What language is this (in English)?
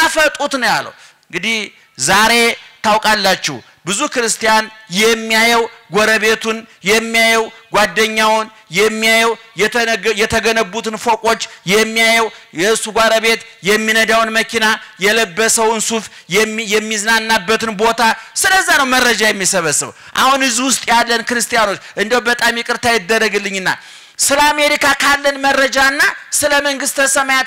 Amharic